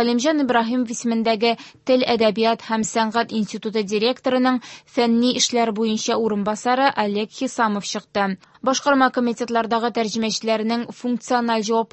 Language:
Tatar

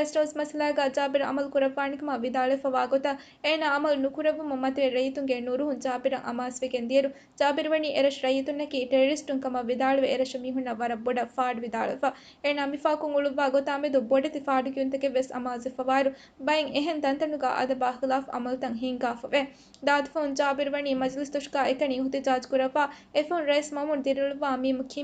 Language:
Divehi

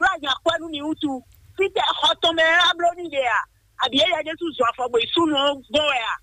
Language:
Fon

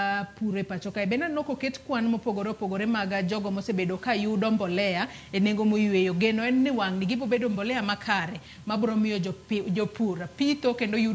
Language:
Luo (Kenya and Tanzania)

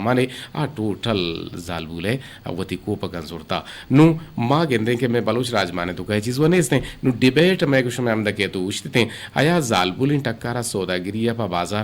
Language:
Eastern Balochi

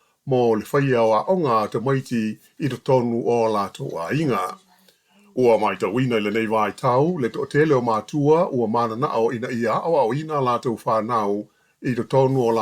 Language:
Samoan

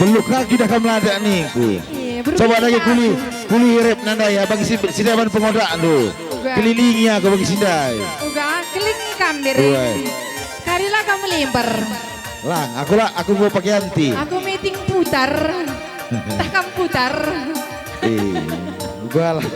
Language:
Batak Karo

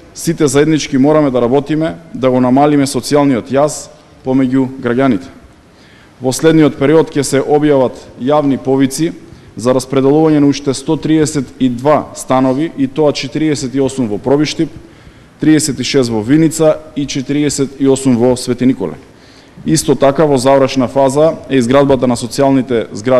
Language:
Macedonian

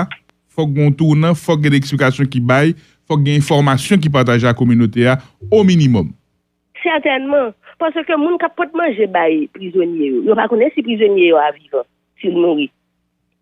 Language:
Haitian Creole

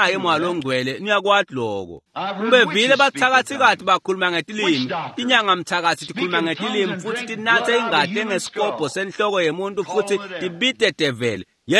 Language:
Swati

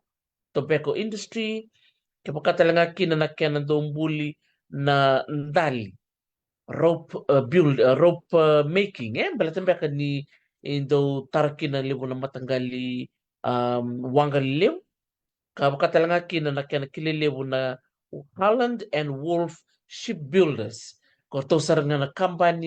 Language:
Fijian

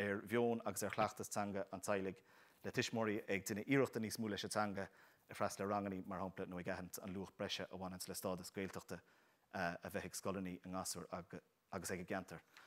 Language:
Irish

